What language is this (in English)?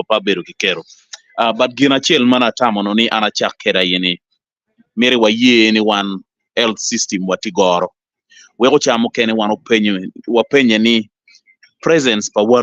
Acoli